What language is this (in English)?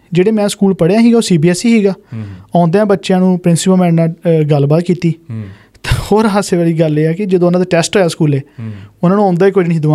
Punjabi